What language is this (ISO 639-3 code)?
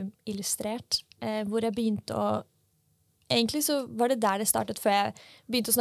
nor